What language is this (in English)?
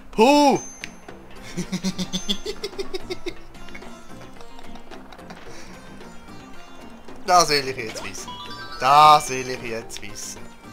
German